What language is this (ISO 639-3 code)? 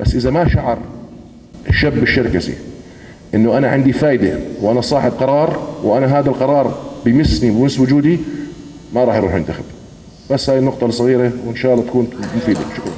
apc